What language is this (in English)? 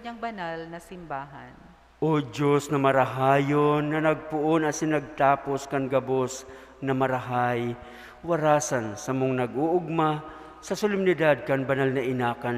Bikol